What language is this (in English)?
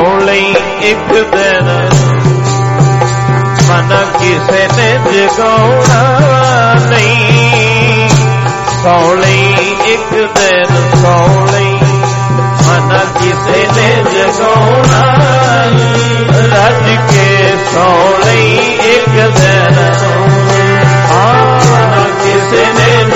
Punjabi